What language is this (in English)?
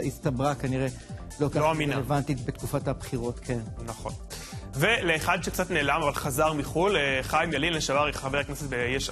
Hebrew